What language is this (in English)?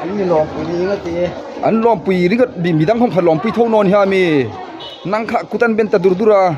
Hmar